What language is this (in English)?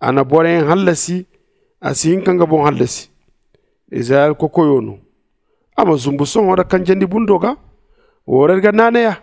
Zarma